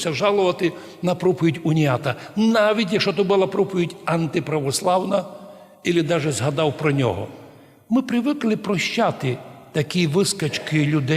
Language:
Rusyn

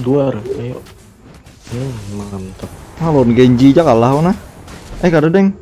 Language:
Banjar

